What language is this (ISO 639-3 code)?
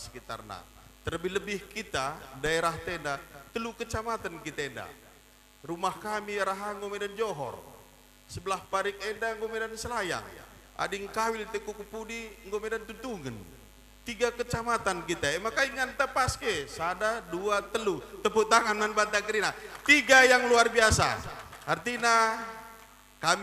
btx